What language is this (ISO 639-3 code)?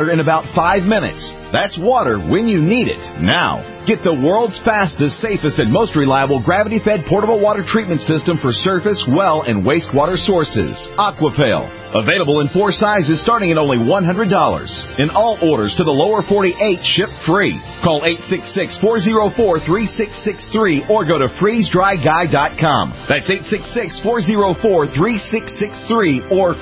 eng